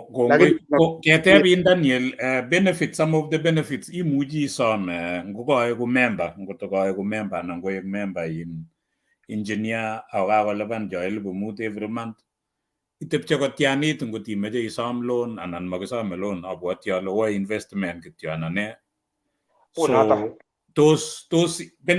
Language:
Kalenjin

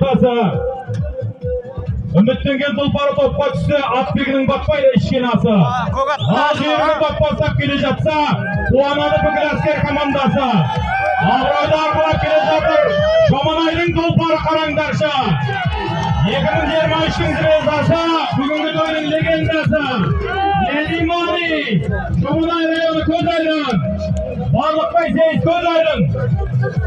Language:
Kazakh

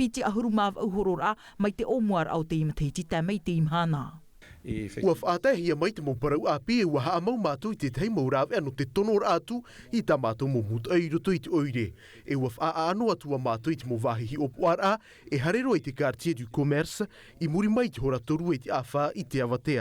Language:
Tahitian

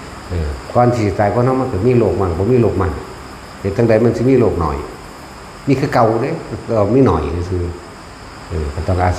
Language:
Northeastern Thai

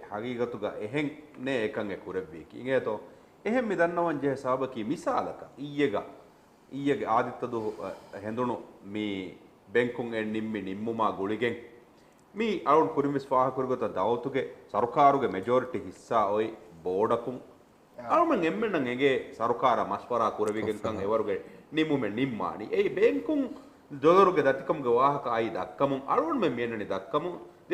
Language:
Divehi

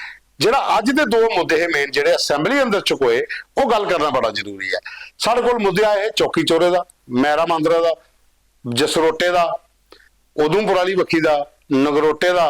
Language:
Dogri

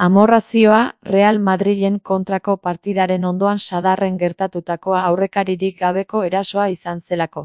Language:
Basque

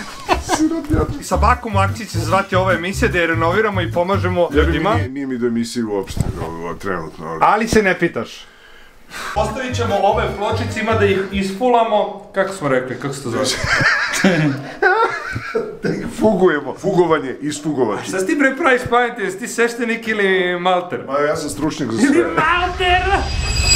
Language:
Serbian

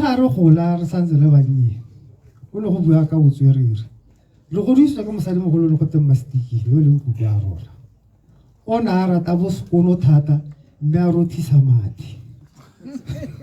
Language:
Tswana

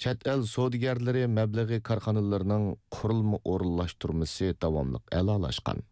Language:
Uyghur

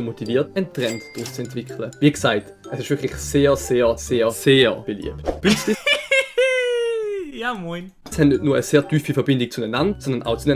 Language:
Swiss German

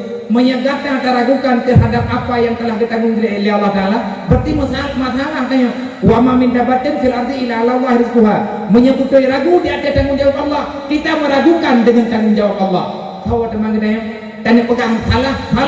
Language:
Achinese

